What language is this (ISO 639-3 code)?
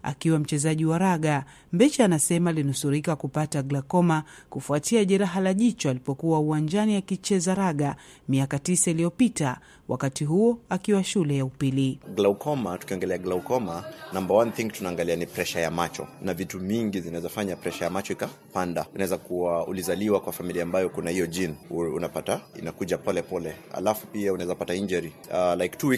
swa